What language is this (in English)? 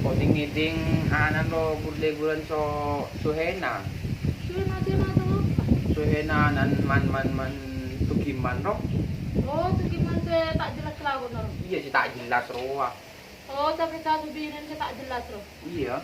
Madurese